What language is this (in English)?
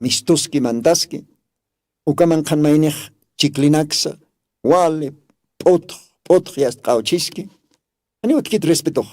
Aymara